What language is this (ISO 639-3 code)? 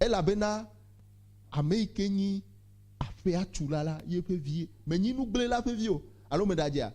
ewe